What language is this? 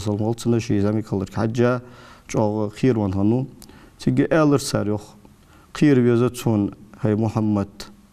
Ingush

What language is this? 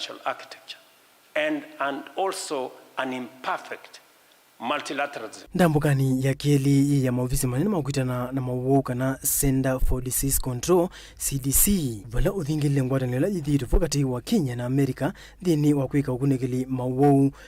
Kamba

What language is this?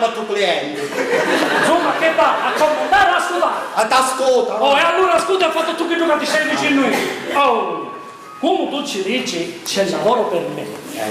Sicilian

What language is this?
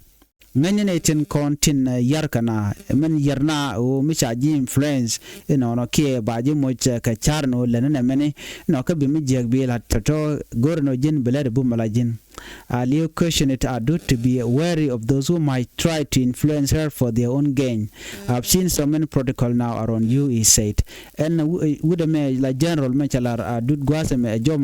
Nuer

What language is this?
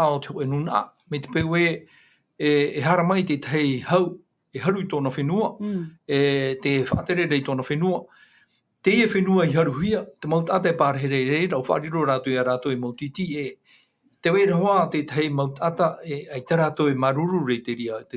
Tahitian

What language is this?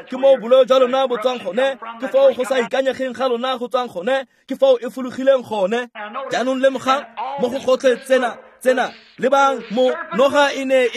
Tswana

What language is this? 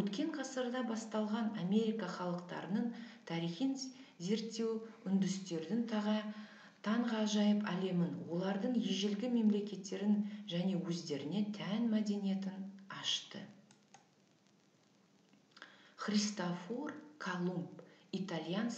Kazakh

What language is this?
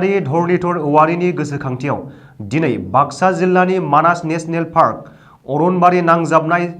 Bodo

